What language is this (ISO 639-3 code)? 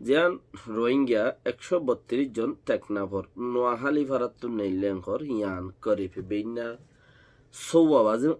rhg